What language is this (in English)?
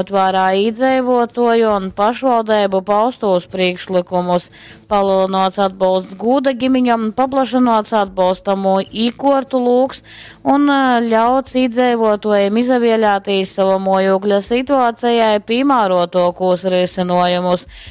Latgalian